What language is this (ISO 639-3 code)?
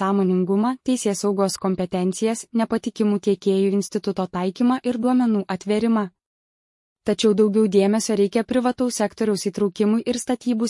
lit